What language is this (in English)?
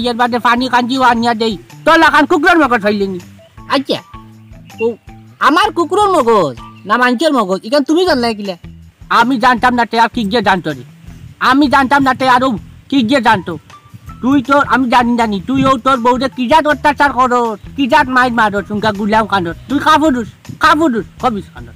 Sylheti